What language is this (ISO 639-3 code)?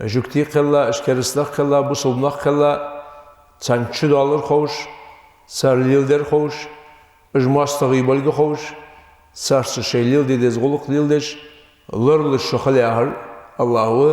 inh